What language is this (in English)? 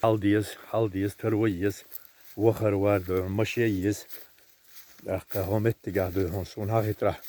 Chechen